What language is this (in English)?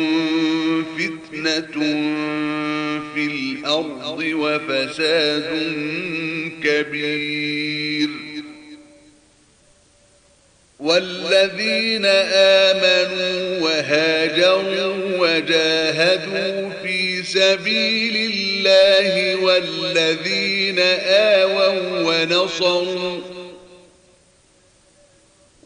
Arabic